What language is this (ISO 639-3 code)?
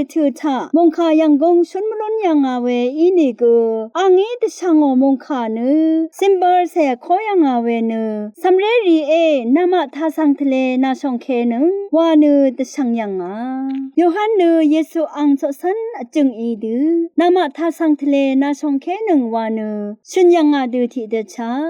raw